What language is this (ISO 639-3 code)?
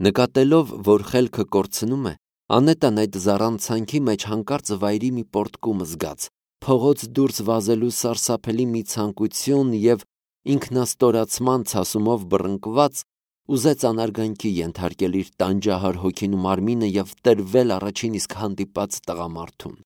hye